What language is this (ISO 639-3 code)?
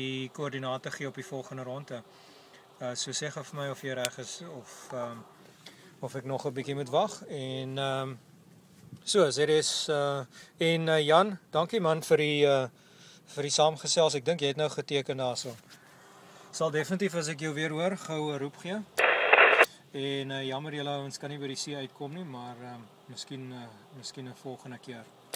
afr